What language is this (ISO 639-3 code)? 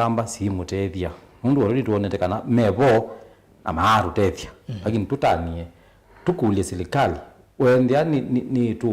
kam